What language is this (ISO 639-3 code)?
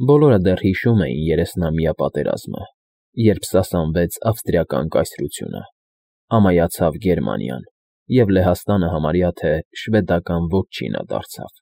hye